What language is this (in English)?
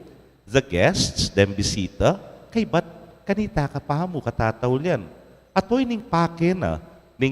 Pampanga